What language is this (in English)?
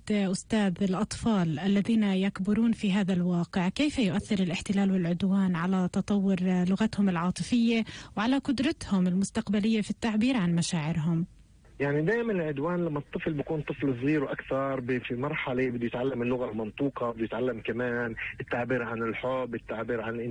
North Levantine Arabic